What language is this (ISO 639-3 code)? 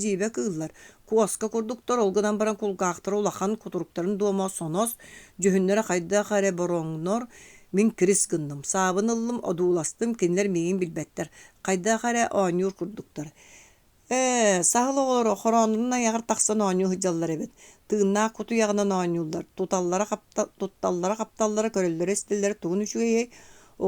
sah